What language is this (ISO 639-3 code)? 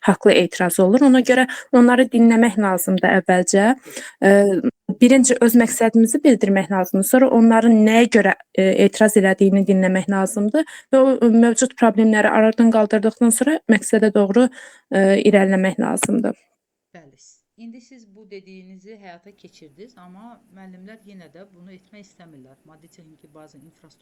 aze